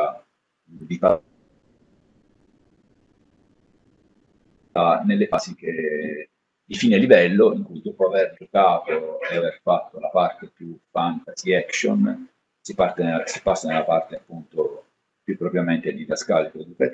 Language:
Italian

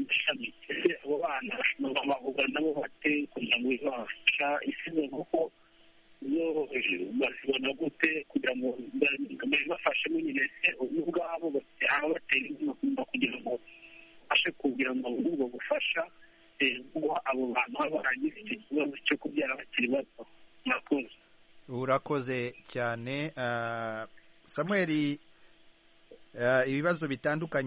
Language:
Kinyarwanda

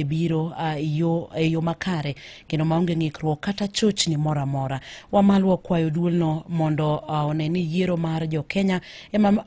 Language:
Luo (Kenya and Tanzania)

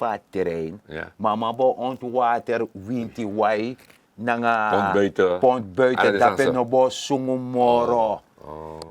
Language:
Sranan Tongo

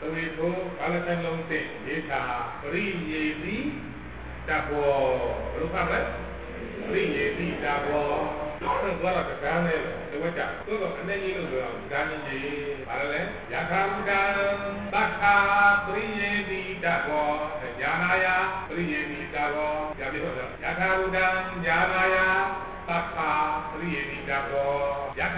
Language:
Burmese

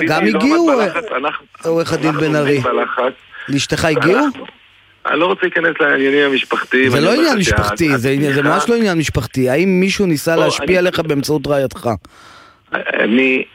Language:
Hebrew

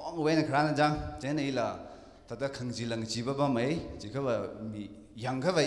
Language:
Tangkhul Naga (India)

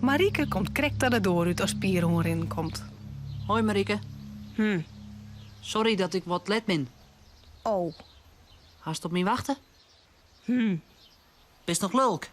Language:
Western Frisian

